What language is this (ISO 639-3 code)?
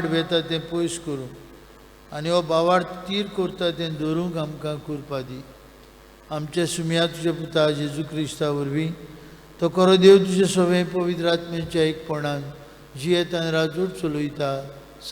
kok